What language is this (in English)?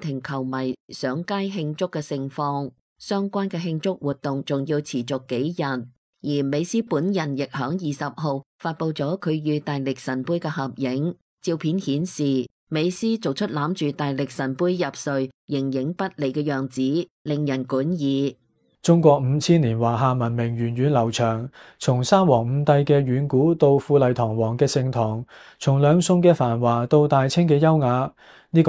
Cantonese